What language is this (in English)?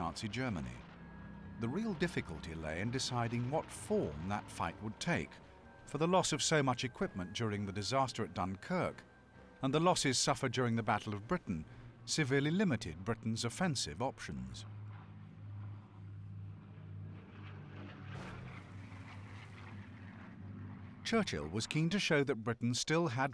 English